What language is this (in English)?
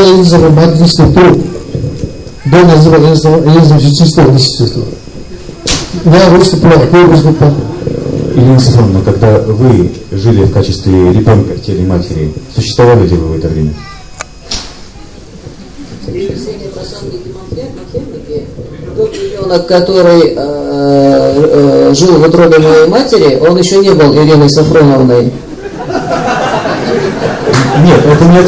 Russian